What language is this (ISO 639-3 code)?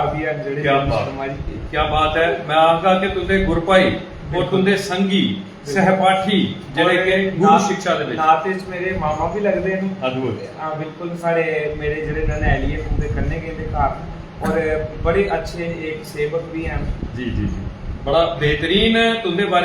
doi